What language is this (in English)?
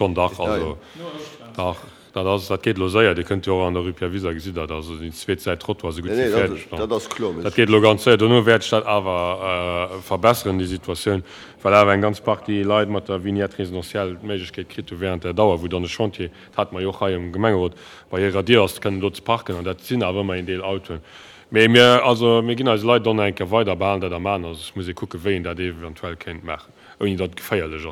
Luxembourgish